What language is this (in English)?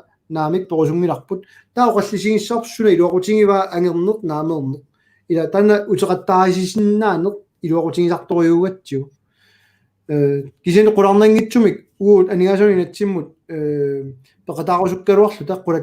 Kalaallisut